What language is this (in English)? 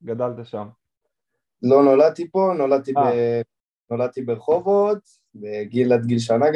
Hebrew